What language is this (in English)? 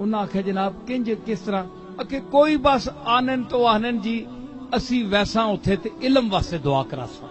Saraiki